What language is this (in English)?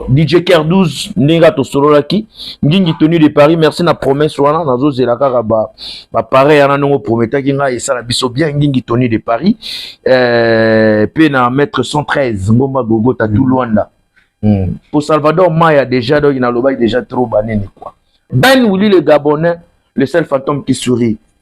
Lingala